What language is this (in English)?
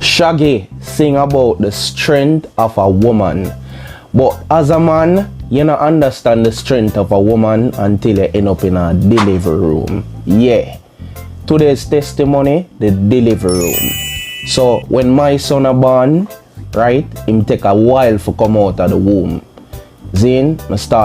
Jamaican Creole English